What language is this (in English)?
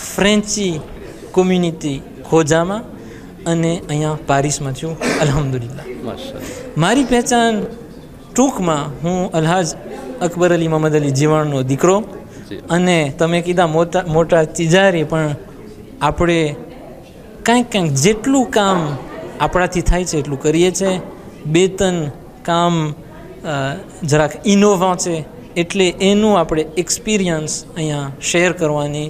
Gujarati